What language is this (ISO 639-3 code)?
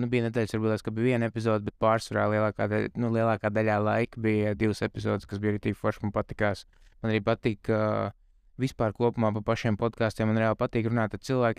lav